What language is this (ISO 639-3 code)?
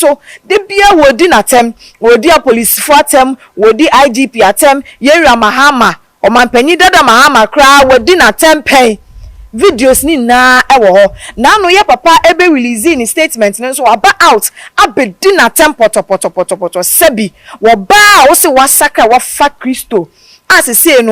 aka